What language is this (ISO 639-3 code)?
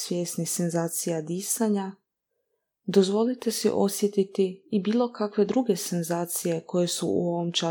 hrv